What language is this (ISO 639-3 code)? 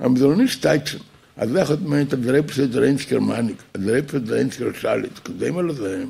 yid